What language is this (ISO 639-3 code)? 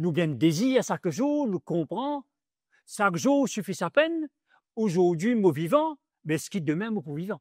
mfe